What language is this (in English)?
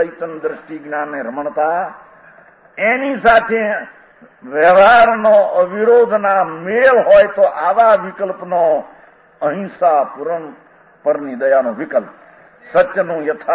Gujarati